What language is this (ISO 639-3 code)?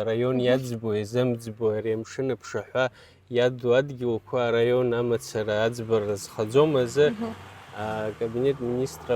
abk